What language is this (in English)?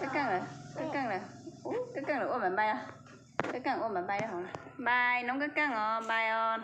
Hmong